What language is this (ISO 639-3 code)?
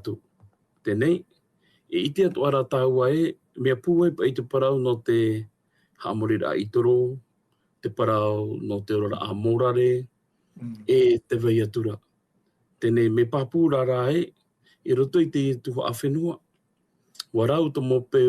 tah